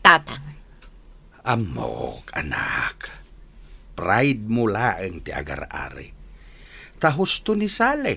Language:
Iloko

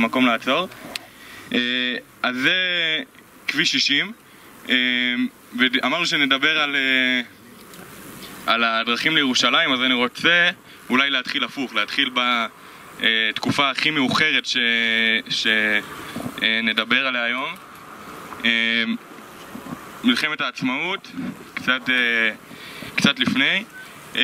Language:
Hebrew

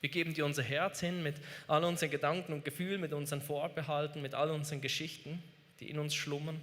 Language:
Swiss German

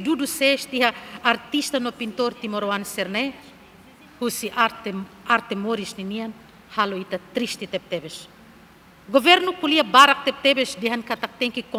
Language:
Tetum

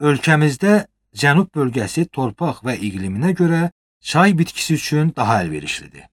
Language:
Azerbaijani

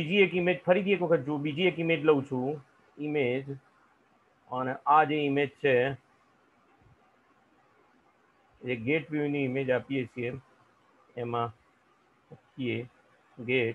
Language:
Gujarati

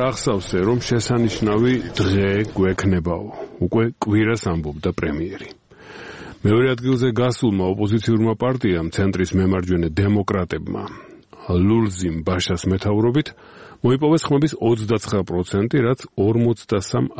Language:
Georgian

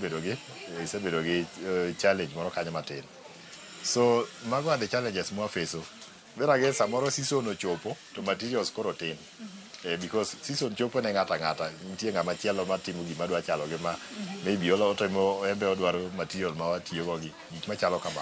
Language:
Luo (Kenya and Tanzania)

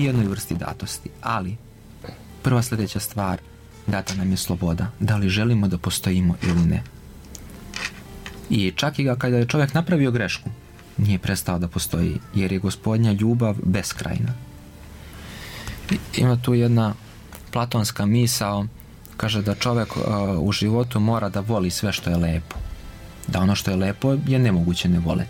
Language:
Serbian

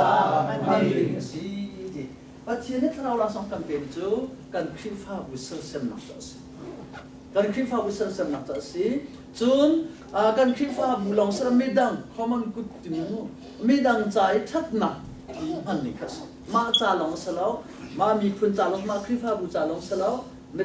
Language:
Hakha Chin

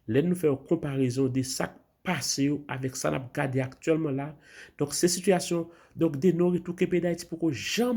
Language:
Haitian Creole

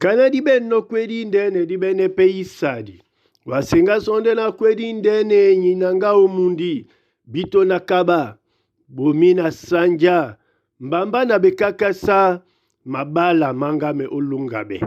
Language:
Duala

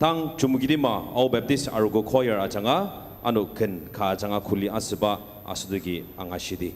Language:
Ao Naga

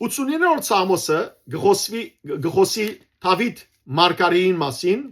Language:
Western Armenian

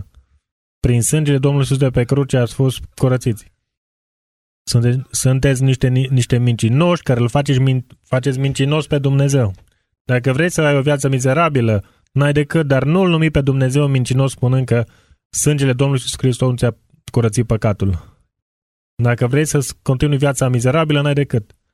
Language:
Romanian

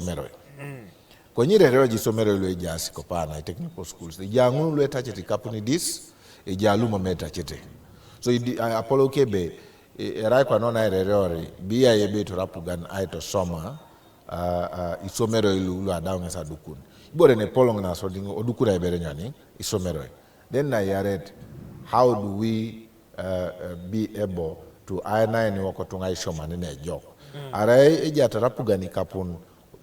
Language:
Teso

